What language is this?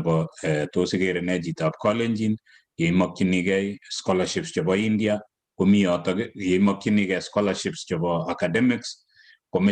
Kalenjin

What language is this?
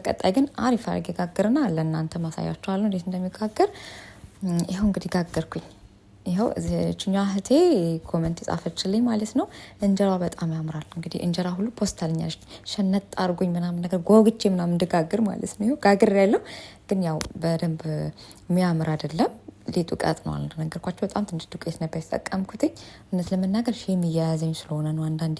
Amharic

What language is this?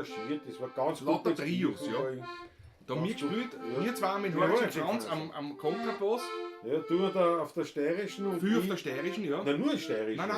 Bavarian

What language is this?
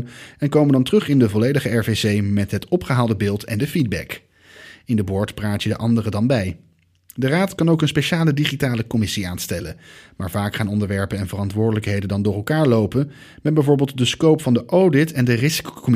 Dutch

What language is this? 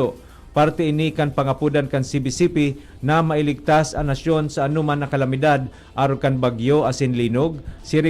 Bikol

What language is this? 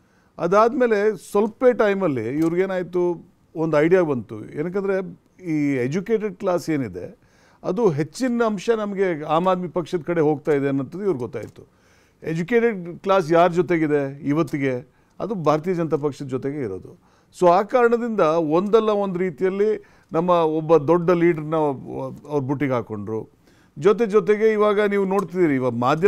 Kannada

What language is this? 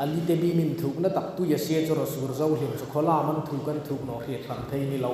Hmar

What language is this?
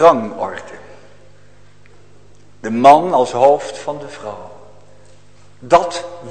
Dutch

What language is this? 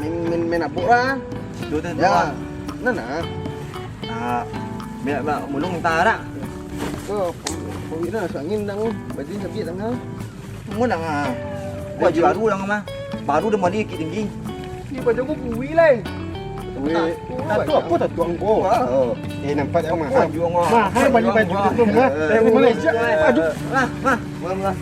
Minangkabau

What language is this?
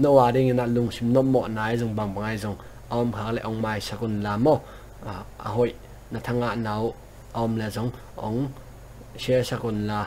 Tedim Chin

